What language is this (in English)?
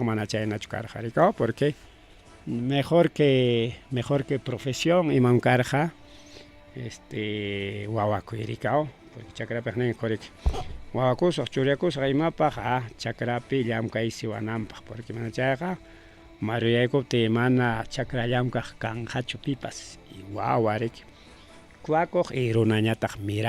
Ayacucho Quechua